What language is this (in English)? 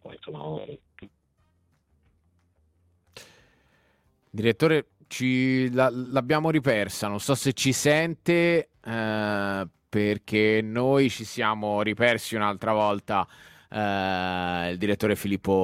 Italian